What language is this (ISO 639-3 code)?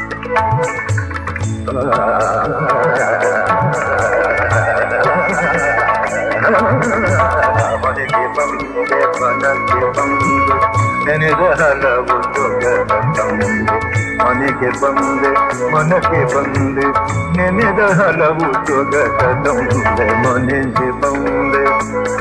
kan